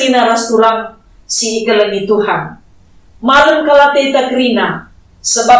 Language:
Batak Karo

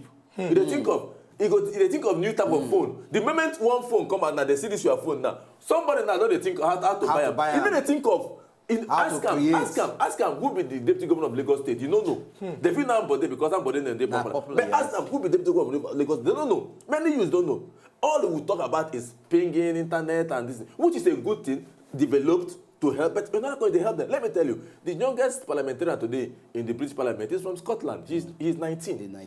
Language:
Nigerian Pidgin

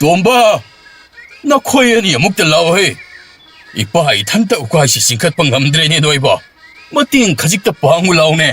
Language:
Manipuri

